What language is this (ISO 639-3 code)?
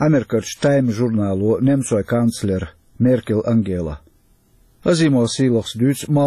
che